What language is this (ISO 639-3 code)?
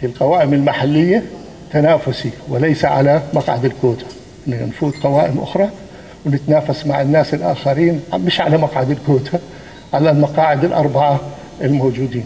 apc